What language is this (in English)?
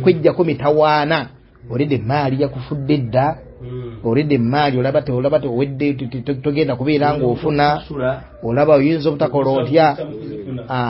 Ganda